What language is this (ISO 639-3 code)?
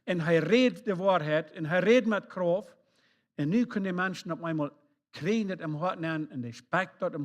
pdt